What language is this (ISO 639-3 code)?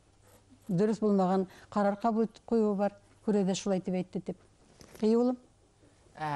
bak